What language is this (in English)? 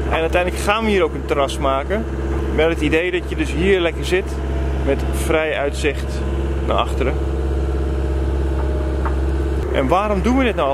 Dutch